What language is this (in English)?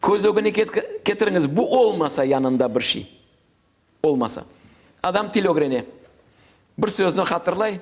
Crimean Tatar